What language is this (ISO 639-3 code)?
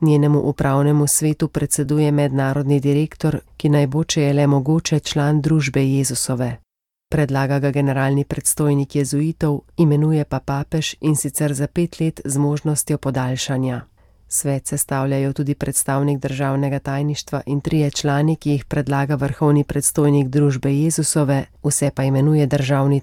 slv